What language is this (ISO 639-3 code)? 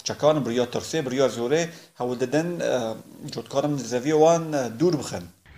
kur